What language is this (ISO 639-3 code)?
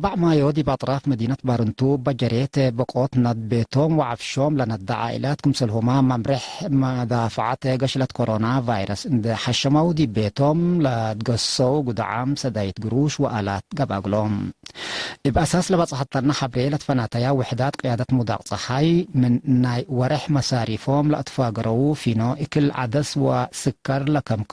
tig